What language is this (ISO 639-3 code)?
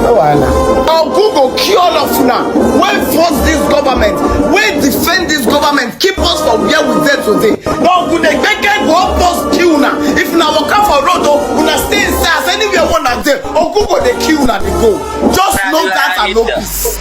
pcm